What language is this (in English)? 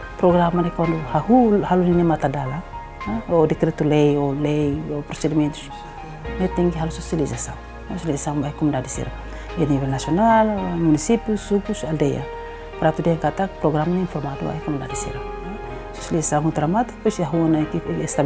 Tetum